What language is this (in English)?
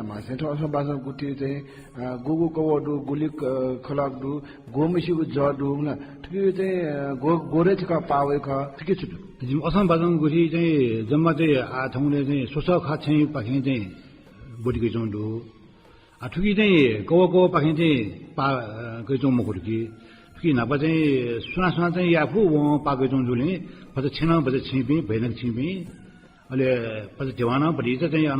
Newari